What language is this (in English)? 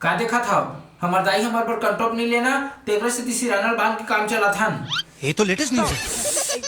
Chhattisgarhi